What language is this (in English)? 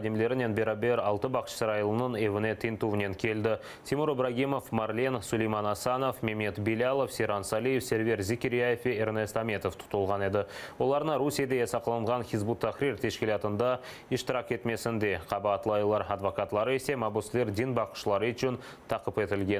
Crimean Tatar